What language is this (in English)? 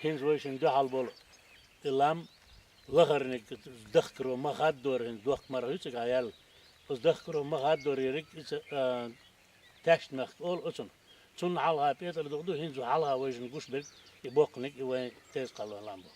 Chechen